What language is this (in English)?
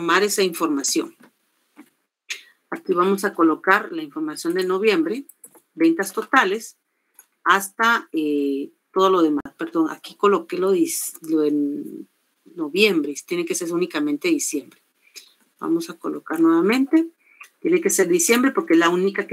Spanish